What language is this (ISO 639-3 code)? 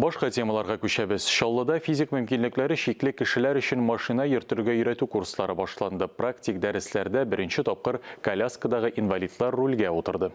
tat